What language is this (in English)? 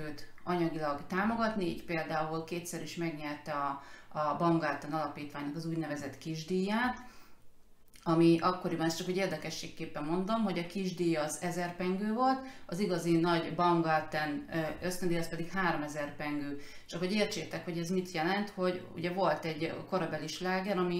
Hungarian